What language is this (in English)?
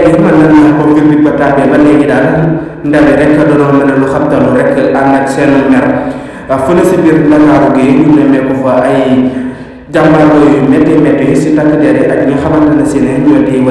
Wolof